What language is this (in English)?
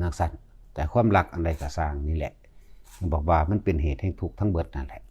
Northeastern Thai